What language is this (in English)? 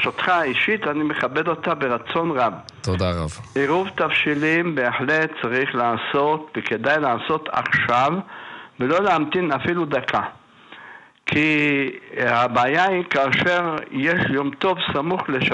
Hebrew